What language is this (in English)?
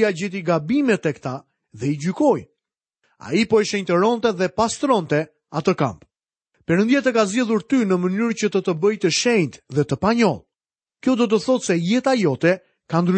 Albanian